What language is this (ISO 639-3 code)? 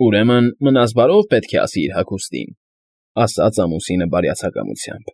hye